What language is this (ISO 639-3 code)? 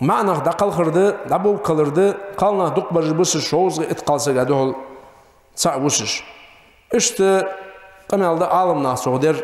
inh